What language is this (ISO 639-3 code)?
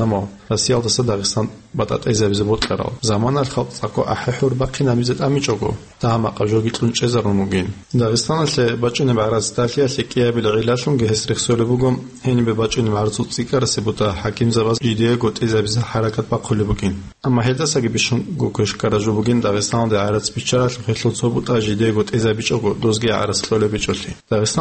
ava